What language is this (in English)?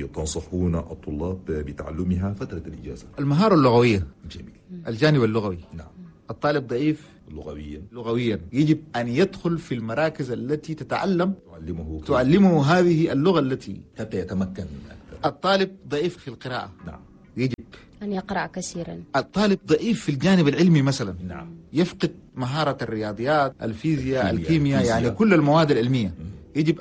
Chadian Arabic